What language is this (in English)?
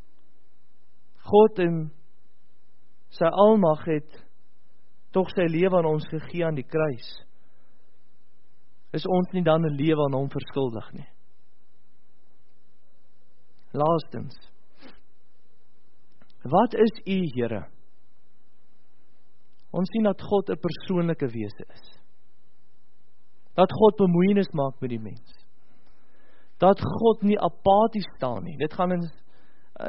Afrikaans